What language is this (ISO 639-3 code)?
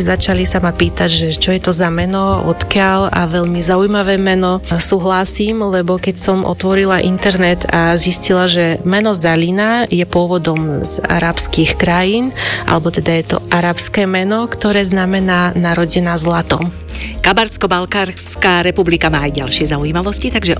slk